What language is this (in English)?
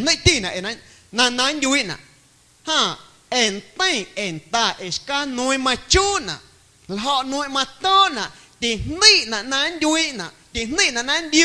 Guerrero Amuzgo